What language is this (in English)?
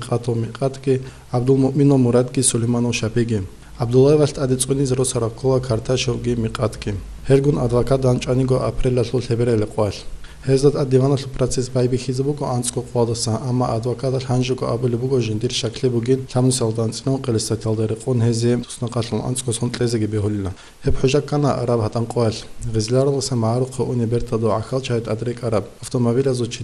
Avaric